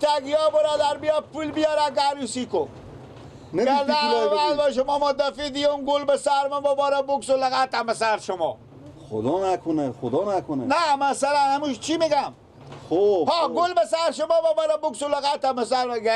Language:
Persian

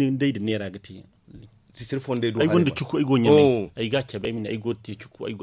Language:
Zarma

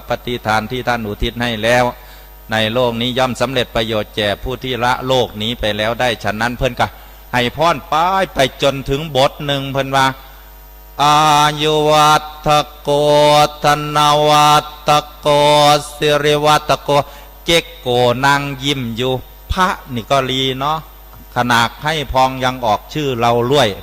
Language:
Northeastern Thai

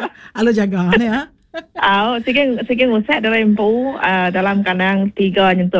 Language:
Iban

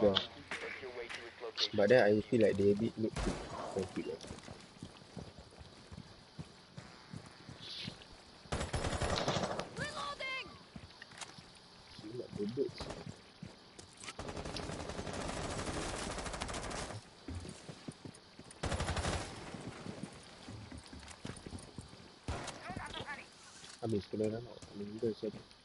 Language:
Malay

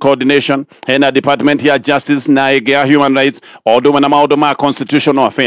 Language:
Kikuyu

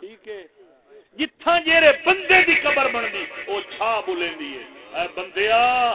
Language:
Saraiki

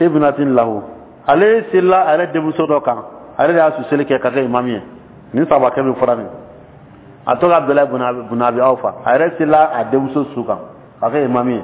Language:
Dyula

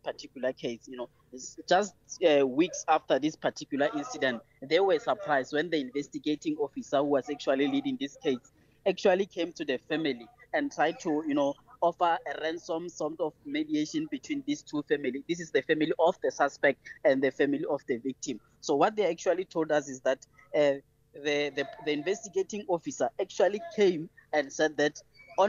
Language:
English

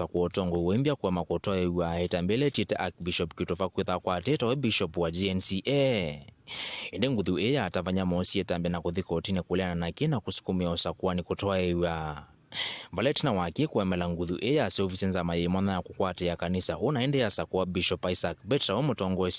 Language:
Kamba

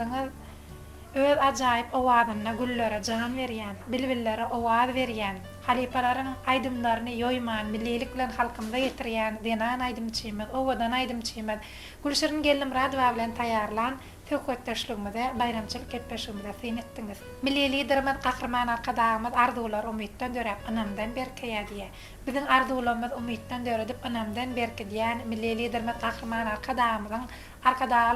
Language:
Turkmen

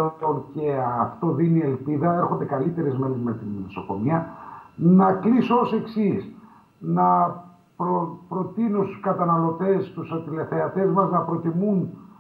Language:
Greek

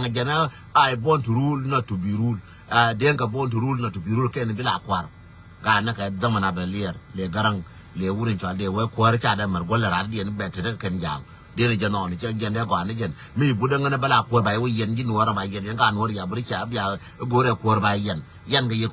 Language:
Nuer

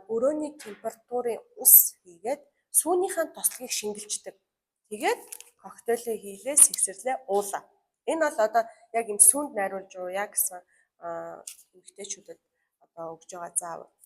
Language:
Mongolian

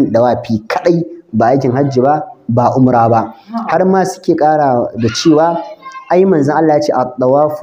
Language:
Hausa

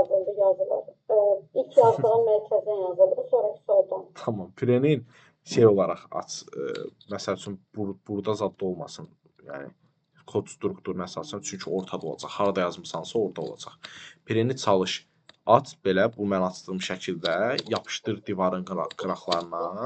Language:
Azerbaijani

